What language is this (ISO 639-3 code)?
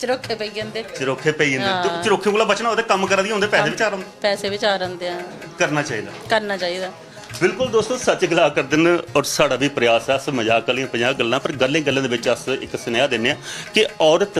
doi